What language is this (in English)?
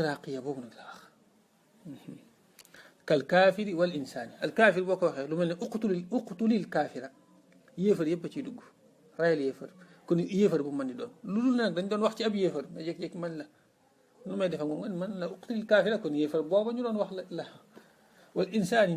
Wolof